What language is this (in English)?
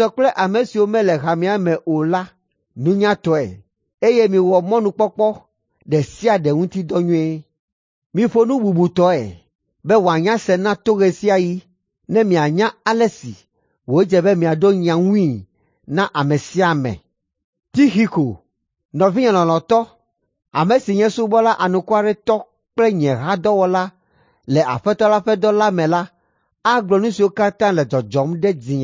Ewe